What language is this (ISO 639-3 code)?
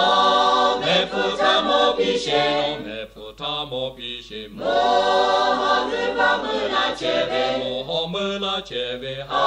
lhu